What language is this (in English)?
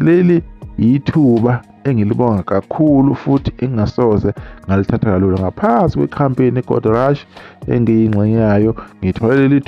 Zulu